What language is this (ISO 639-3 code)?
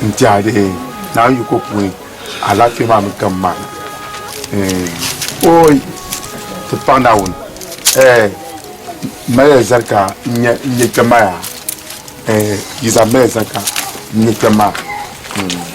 dag